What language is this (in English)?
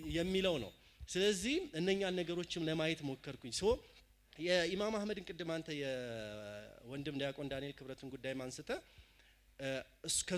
Amharic